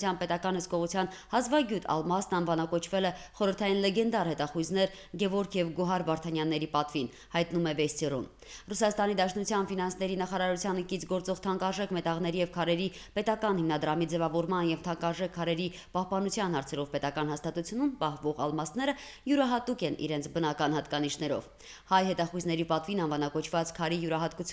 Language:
Armenian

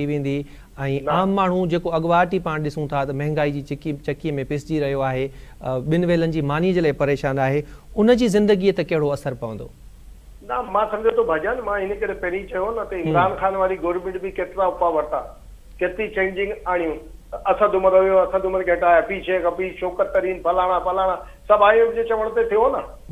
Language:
Sindhi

